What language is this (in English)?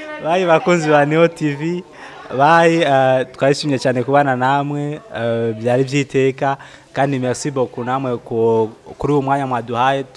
Rundi